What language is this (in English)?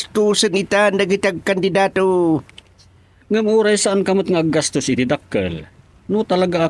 Iloko